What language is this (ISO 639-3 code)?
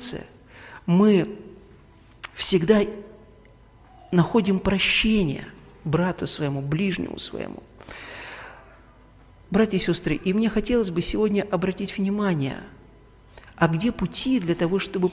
rus